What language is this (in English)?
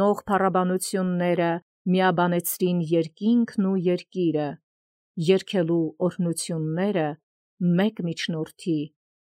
Armenian